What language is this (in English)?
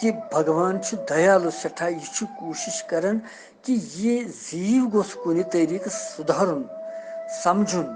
Kashmiri